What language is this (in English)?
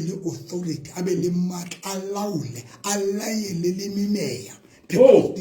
Southern Sotho